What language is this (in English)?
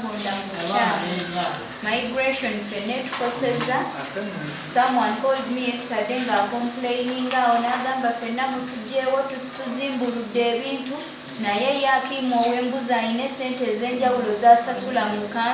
Nyankole